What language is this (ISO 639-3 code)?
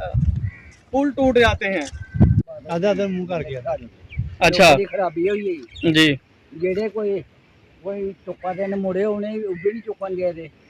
doi